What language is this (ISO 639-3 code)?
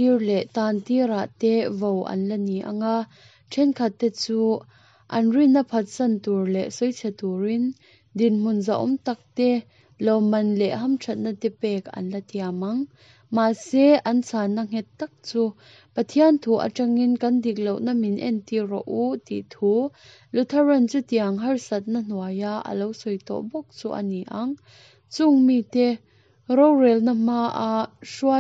lus